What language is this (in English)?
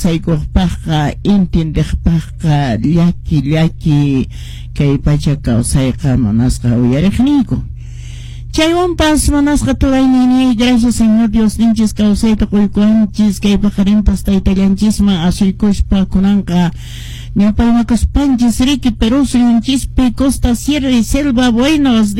Quechua